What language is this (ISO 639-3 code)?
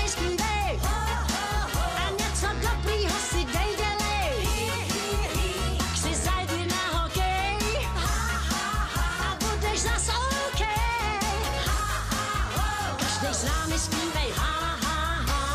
ces